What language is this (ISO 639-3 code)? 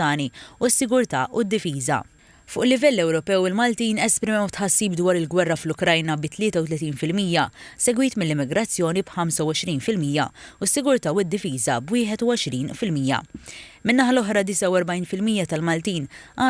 mlt